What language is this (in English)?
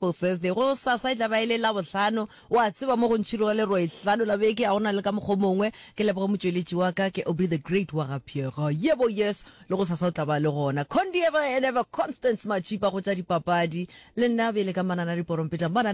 Northern Sotho